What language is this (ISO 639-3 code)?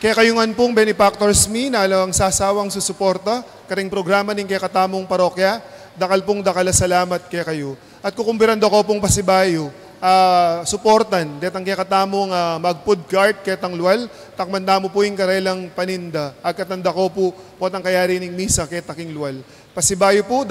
pam